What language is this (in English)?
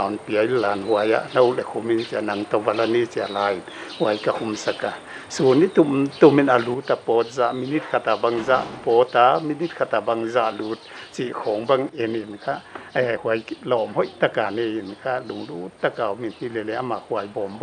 Paite Chin